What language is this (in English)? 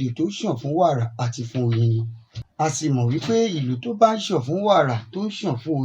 Yoruba